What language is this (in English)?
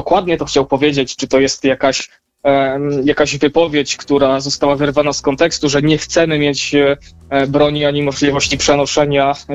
Polish